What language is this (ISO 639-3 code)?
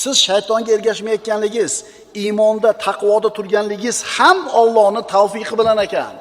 uzb